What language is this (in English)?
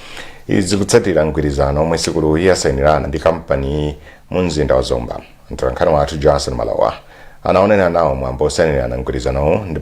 Nyanja